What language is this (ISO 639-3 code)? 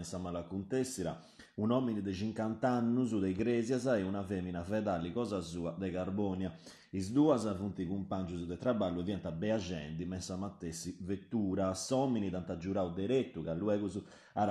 srd